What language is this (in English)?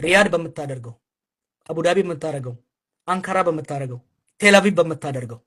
Amharic